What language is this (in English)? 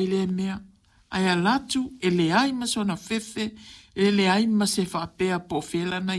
Samoan